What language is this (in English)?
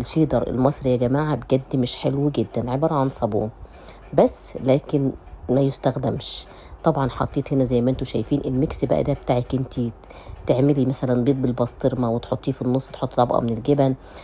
Egyptian Arabic